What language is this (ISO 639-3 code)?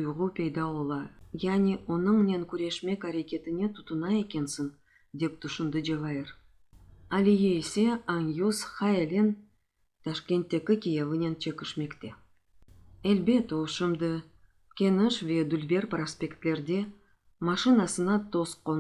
crh